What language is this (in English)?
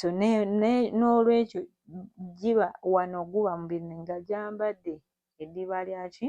Ganda